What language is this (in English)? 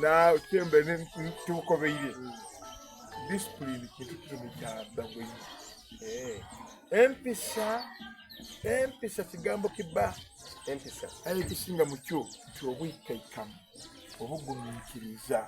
Soga